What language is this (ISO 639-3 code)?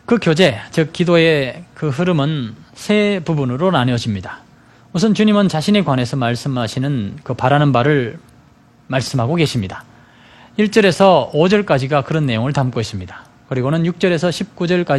kor